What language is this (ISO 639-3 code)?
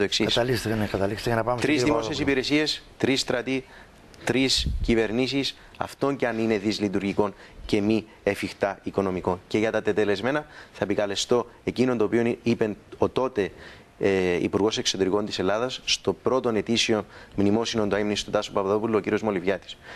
ell